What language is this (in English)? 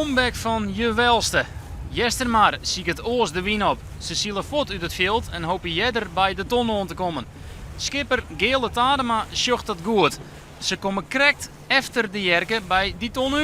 Western Frisian